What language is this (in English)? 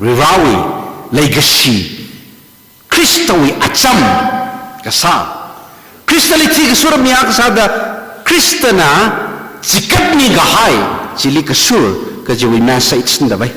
Tangkhul Naga (India)